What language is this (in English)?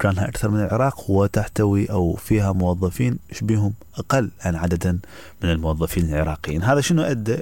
Mesopotamian Arabic